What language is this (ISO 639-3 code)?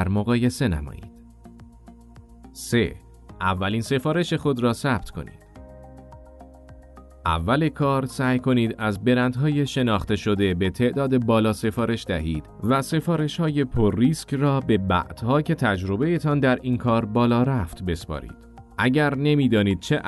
fas